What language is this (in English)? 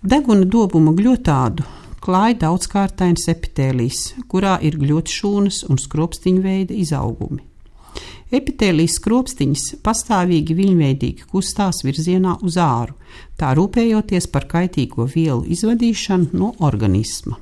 Latvian